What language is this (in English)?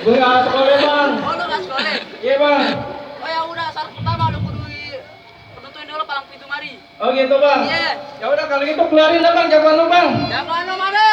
Betawi